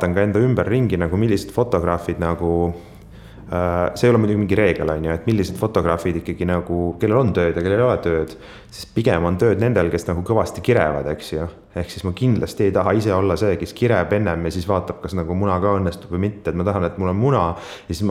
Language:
Estonian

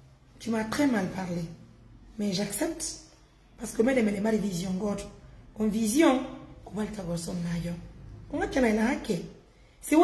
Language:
Pular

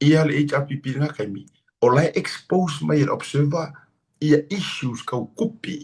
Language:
Samoan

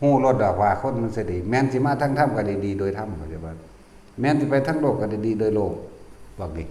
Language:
Northeastern Thai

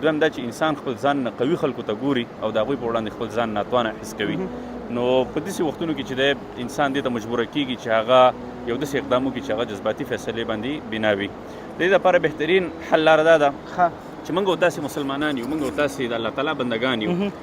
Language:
Pashto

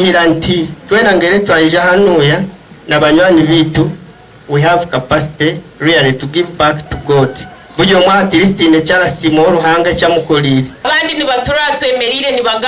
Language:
Nyankole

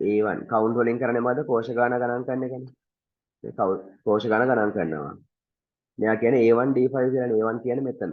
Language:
Sinhala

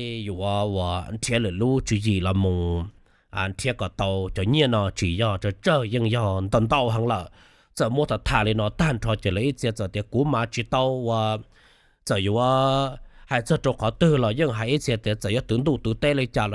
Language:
Hmong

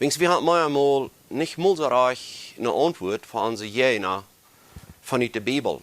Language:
Plautdietsch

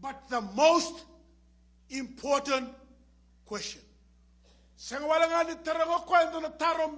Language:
Fijian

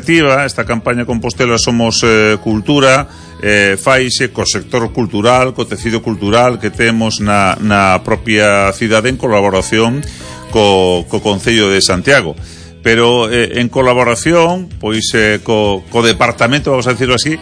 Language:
Galician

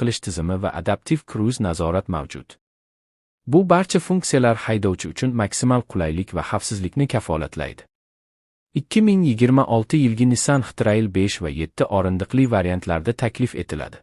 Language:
Uzbek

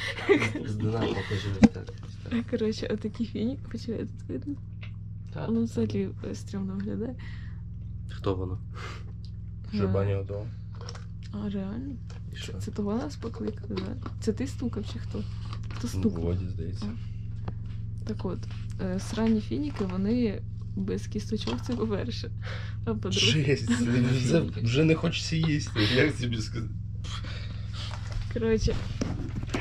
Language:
Ukrainian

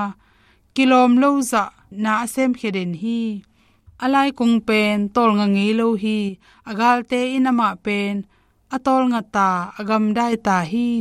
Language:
Tedim Chin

